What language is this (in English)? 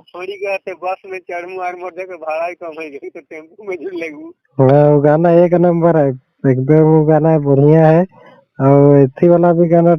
Sadri